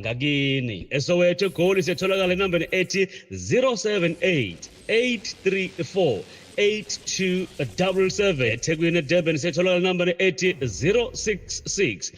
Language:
Zulu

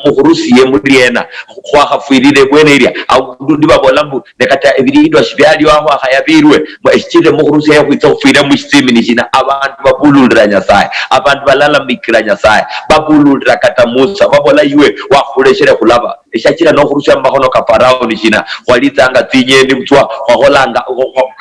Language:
Luyia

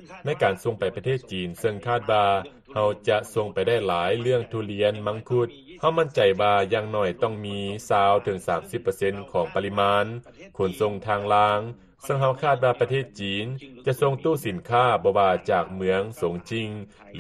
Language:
Lao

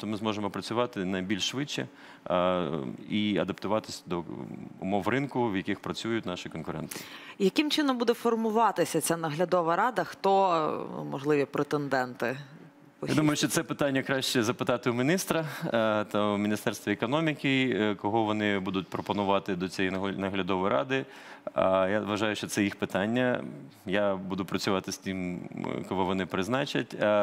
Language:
Ukrainian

